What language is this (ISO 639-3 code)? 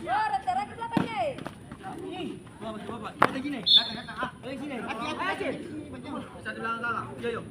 abs